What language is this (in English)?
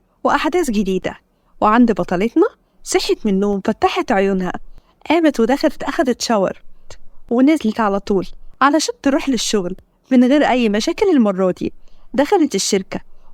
Egyptian Arabic